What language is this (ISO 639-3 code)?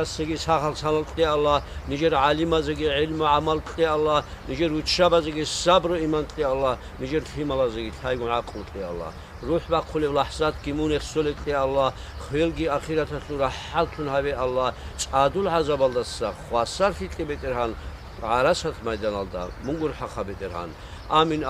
ava